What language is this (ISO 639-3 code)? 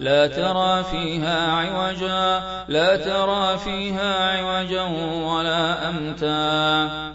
ara